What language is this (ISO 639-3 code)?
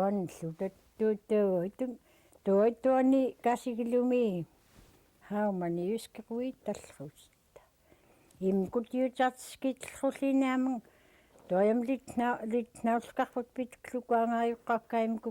esu